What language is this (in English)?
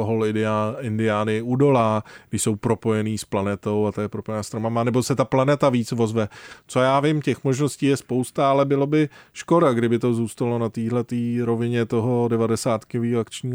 Czech